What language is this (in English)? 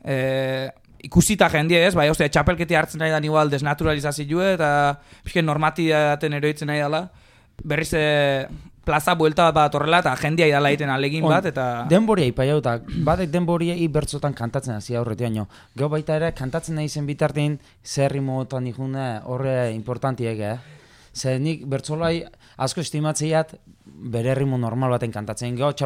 Basque